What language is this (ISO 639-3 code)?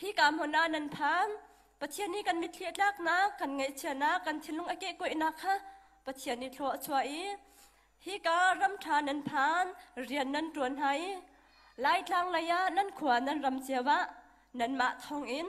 cnh